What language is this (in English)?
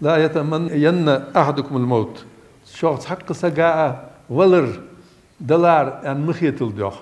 Ingush